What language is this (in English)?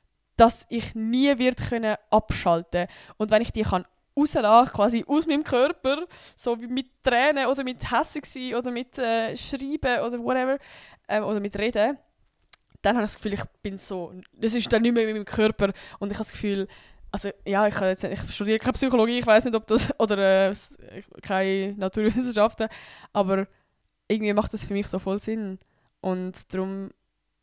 Swiss German